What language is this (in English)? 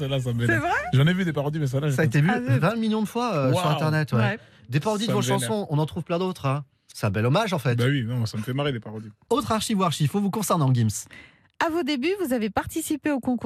French